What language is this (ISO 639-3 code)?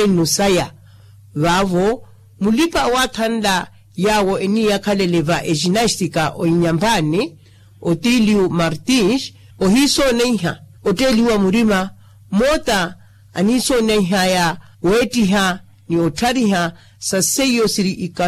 vmw